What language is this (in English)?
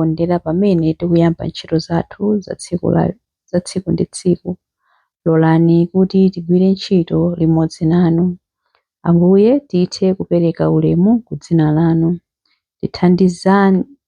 Nyanja